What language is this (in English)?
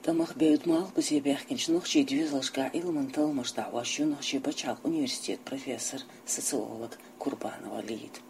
Chechen